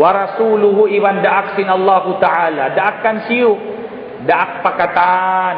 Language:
Tausug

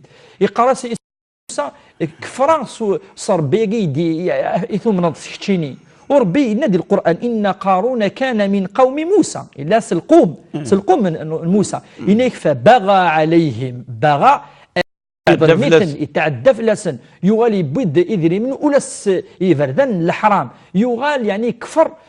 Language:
Kabyle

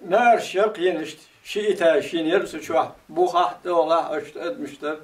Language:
Chechen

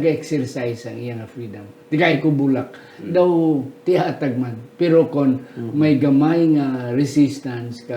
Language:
Hiligaynon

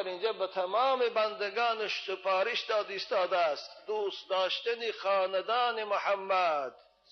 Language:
Tajik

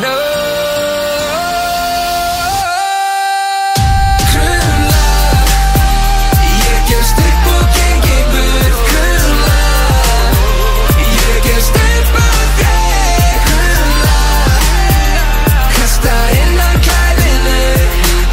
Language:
Icelandic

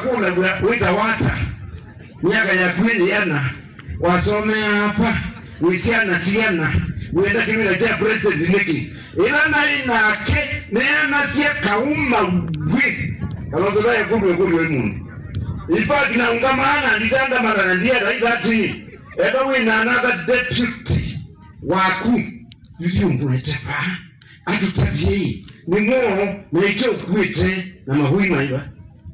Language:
Kamba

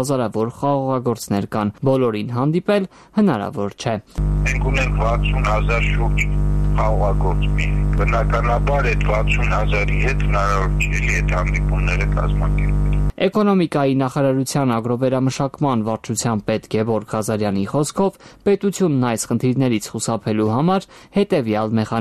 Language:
Armenian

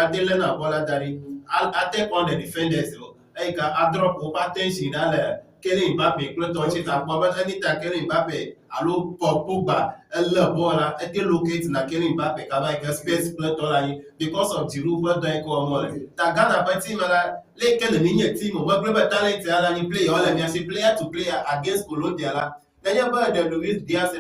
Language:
Ewe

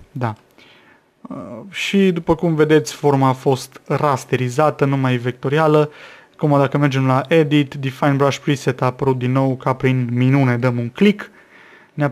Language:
Romanian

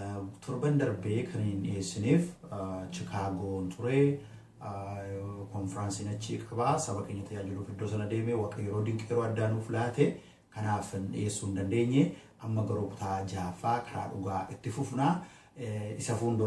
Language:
Oromo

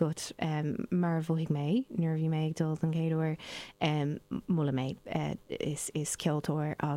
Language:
Irish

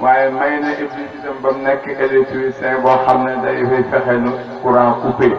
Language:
Wolof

